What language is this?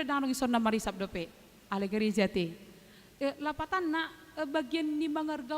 Batak Toba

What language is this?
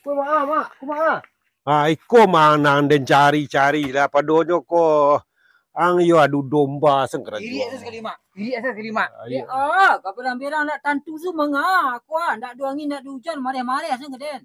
Minangkabau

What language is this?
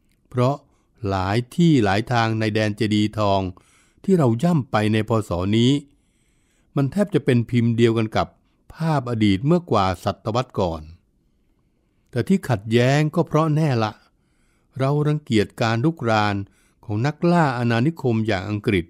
Thai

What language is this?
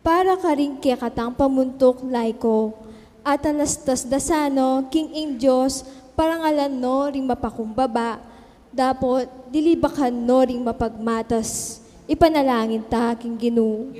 Pampanga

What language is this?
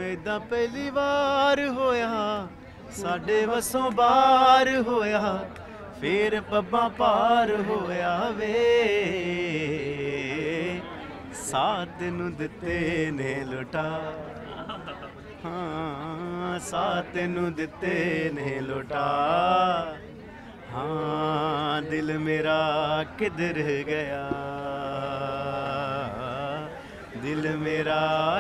Punjabi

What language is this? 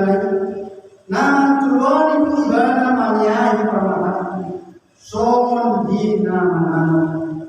Batak Toba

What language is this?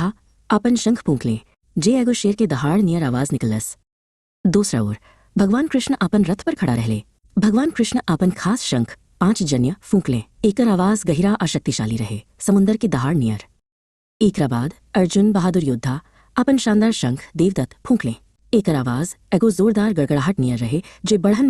Bhojpuri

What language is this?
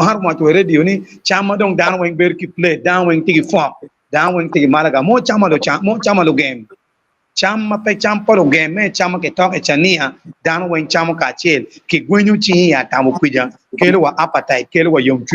Acoli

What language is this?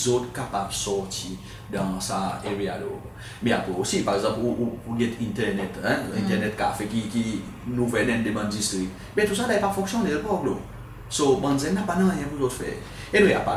Seselwa Creole French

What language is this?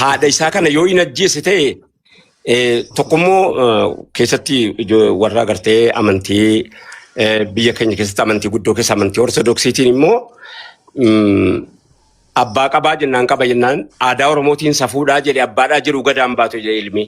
Oromo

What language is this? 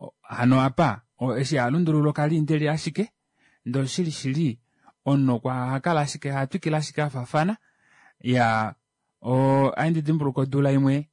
Kuanyama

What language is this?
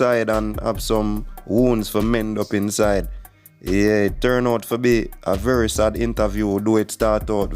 Jamaican Creole English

